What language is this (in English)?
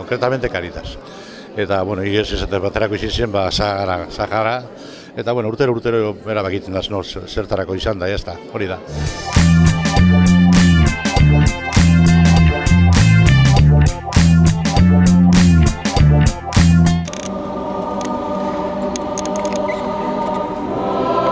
Basque